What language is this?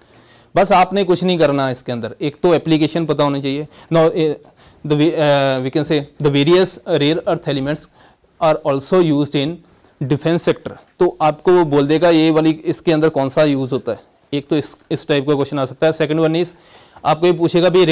Hindi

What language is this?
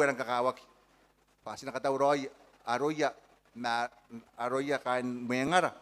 Gilbertese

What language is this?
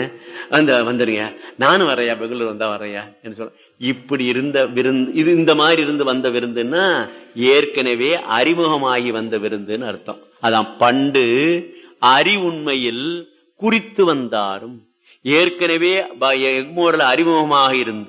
Tamil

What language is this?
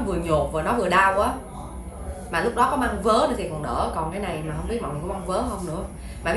Vietnamese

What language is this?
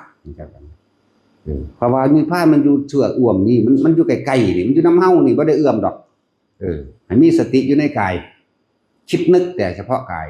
Northeastern Thai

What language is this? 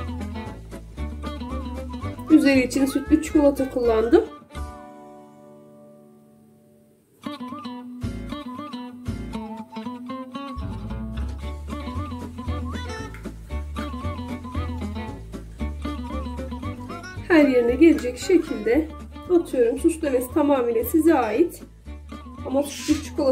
Turkish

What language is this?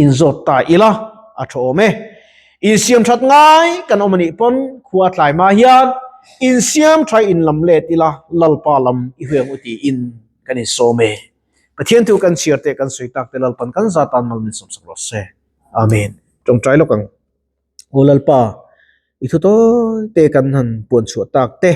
Mizo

